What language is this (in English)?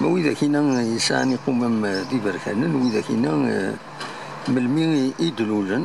Kabyle